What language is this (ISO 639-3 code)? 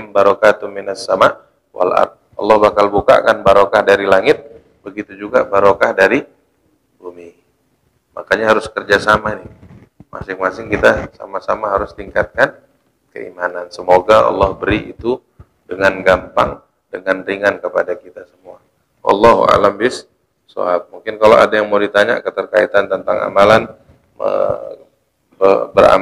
ind